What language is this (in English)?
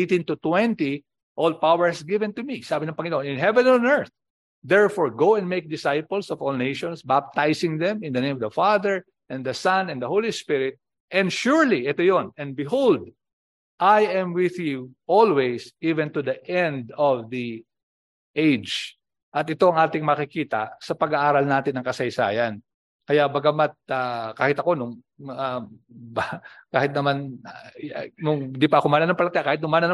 Filipino